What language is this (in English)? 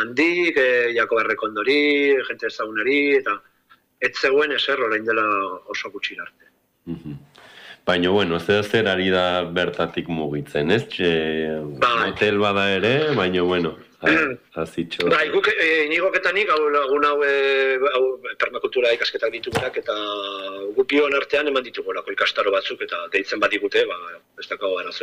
Basque